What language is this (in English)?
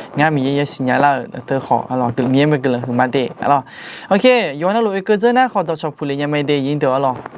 Akha